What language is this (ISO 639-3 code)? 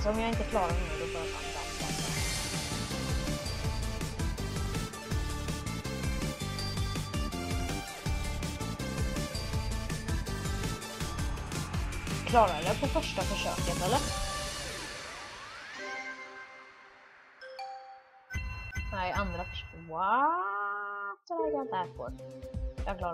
swe